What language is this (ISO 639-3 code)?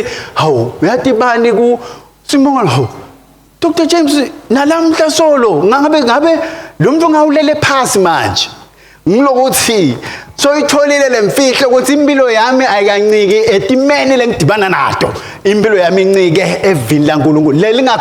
ssw